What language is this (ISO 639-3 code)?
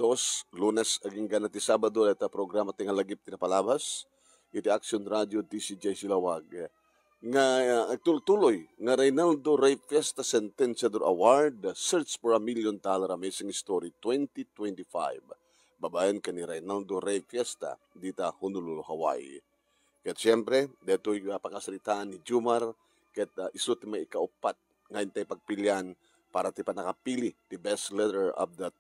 ilo